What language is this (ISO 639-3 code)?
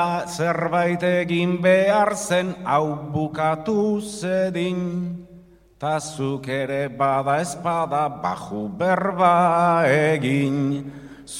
eus